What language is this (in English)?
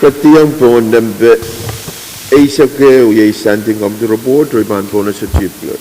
Pohnpeian